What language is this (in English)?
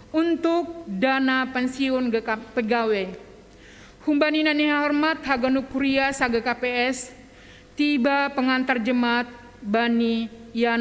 Batak Simalungun